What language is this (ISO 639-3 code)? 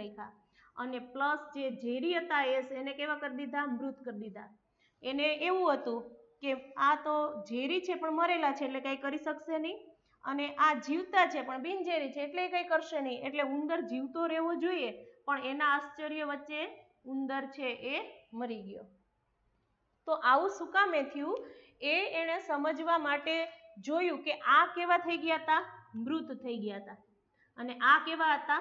guj